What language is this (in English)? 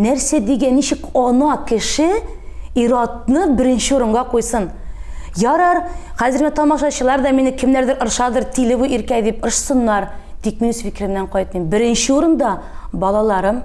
Tatar